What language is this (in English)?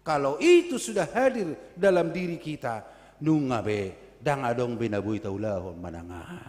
Batak Toba